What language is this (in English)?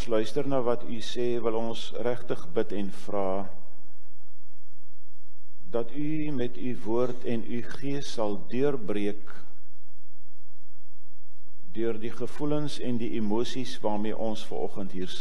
Afrikaans